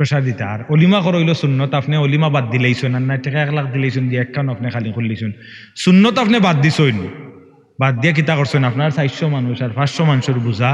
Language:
Sylheti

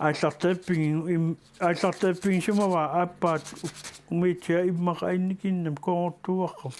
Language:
Kalaallisut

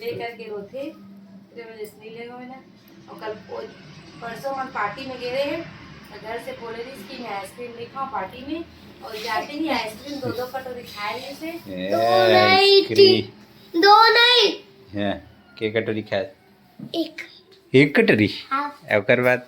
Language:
Chhattisgarhi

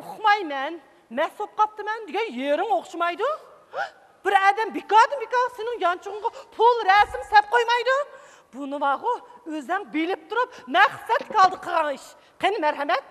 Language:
Uyghur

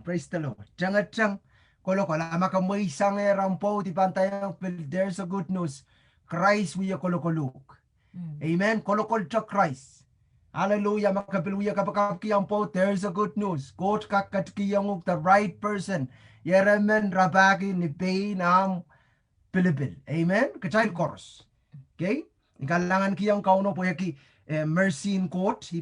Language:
Pohnpeian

